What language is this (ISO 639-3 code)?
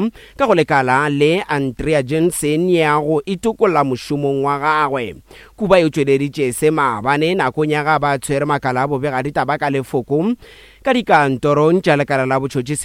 nso